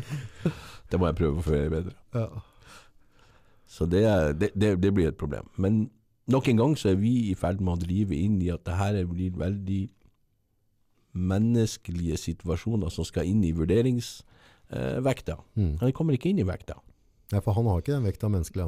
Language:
Norwegian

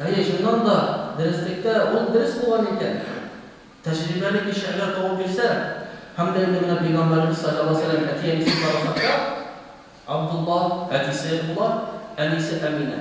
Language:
Tatar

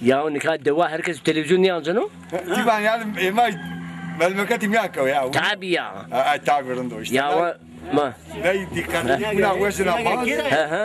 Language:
Zaza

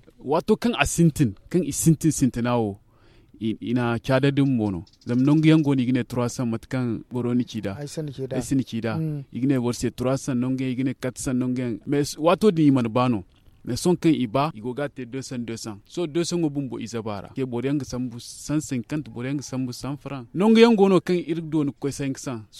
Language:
Zarma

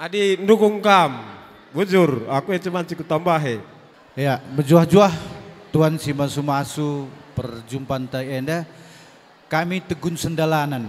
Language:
Batak Karo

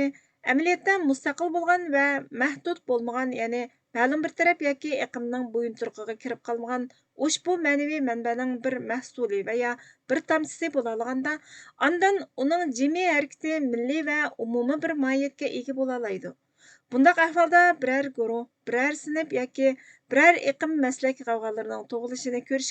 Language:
Uyghur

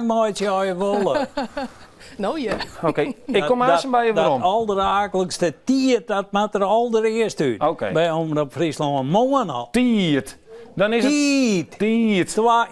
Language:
Western Frisian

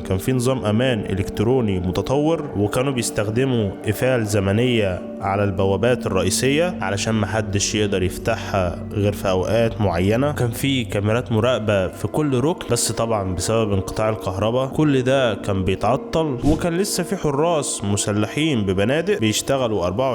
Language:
Egyptian Arabic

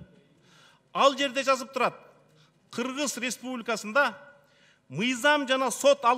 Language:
Kyrgyz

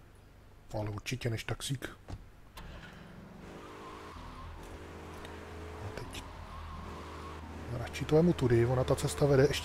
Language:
Czech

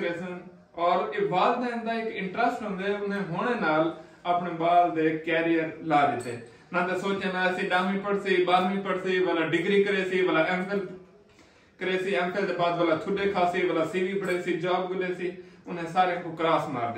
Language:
Saraiki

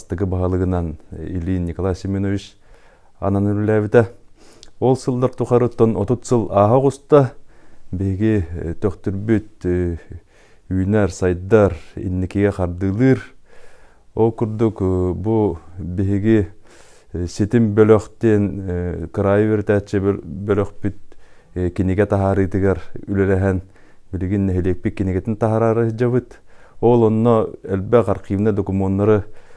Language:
Yakut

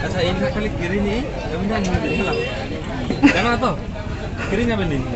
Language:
Santali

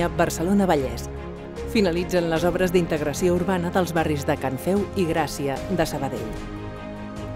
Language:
Catalan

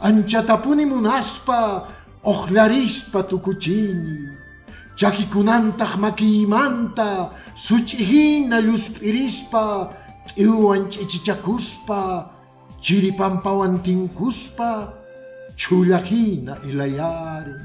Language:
Quechua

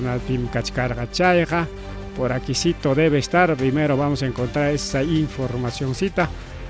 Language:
Ayacucho Quechua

